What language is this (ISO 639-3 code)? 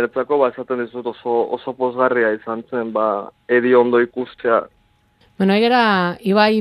eus